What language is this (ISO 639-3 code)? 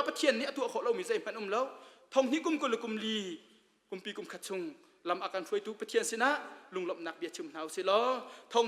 cnh